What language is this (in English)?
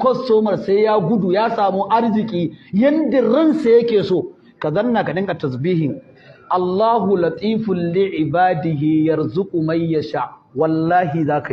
Hausa